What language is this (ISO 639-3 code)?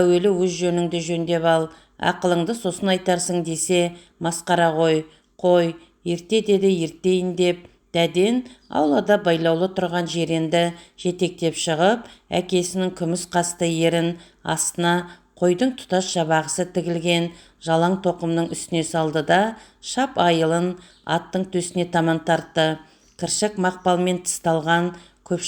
kaz